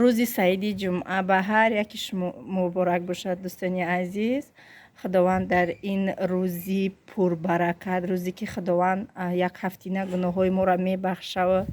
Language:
Tajik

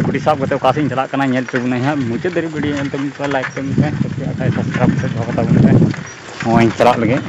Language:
Santali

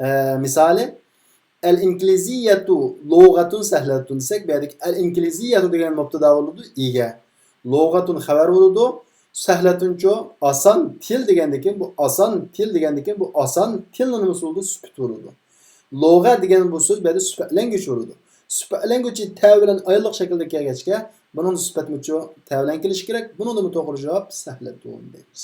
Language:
Uyghur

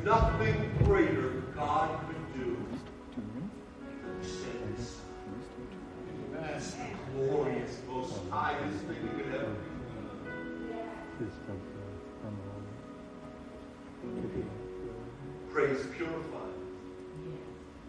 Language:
English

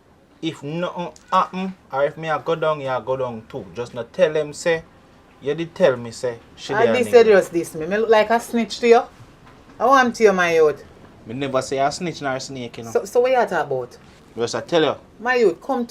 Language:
Jamaican Creole English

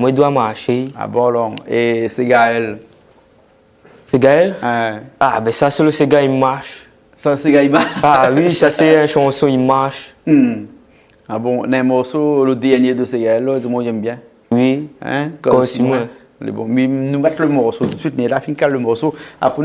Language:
Réunion Creole French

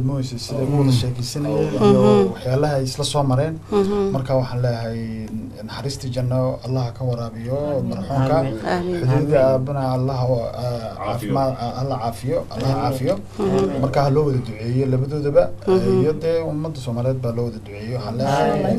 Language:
Somali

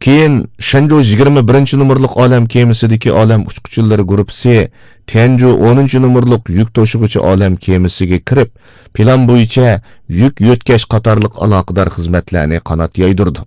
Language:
Uyghur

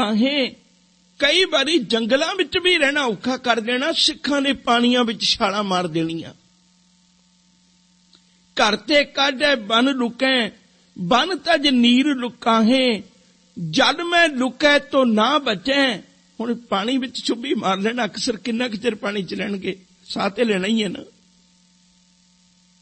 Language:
Punjabi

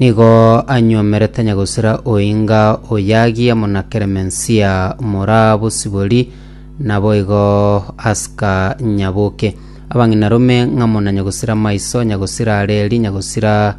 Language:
Gusii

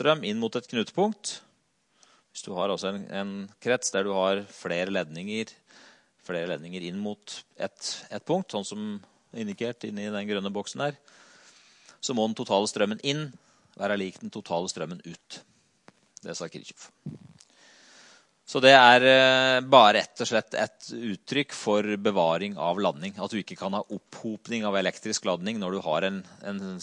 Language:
Norwegian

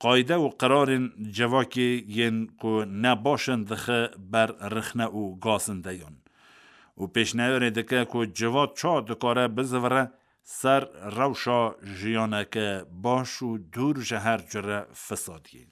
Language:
Kurdish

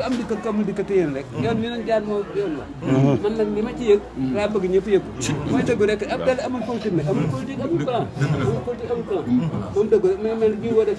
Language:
Wolof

